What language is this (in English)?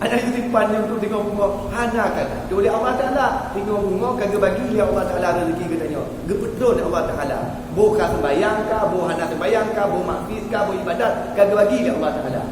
Achinese